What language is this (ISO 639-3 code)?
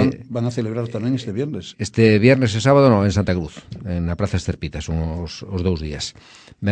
glg